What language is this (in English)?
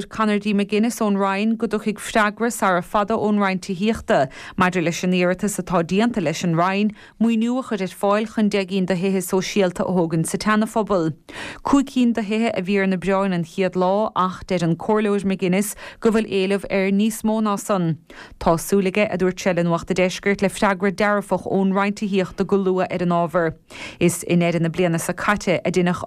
Irish